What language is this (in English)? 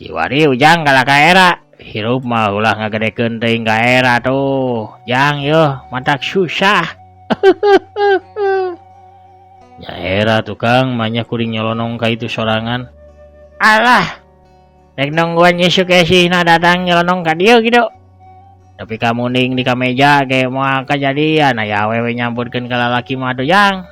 Sundanese